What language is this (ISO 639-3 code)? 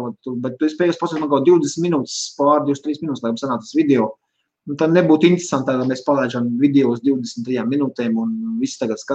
lav